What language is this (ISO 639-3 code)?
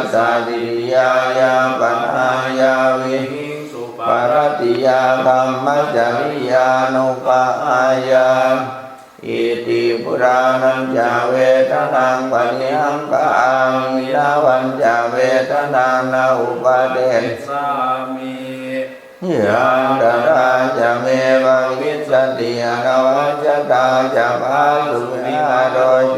pli